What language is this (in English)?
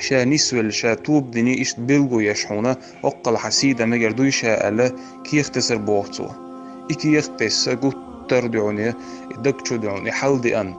Chechen